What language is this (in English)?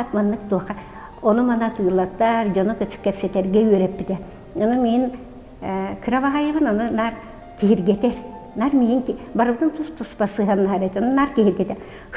Yakut